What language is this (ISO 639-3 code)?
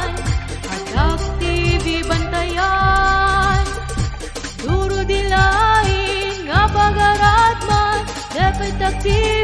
war